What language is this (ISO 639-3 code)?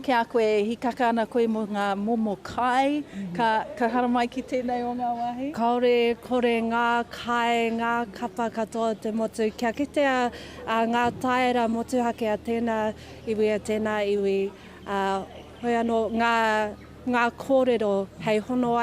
mri